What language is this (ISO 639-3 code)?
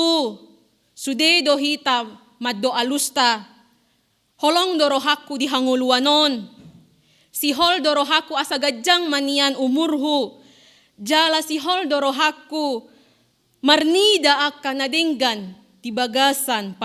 bbc